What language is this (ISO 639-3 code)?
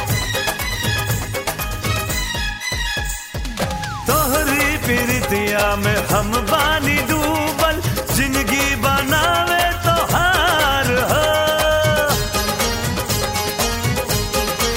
bho